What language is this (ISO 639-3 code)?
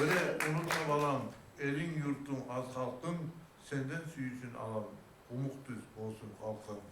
kum